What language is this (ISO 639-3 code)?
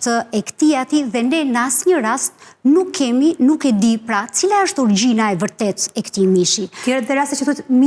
sqi